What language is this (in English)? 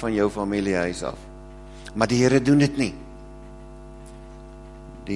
Afrikaans